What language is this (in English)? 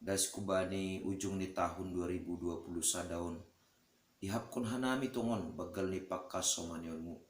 Batak Simalungun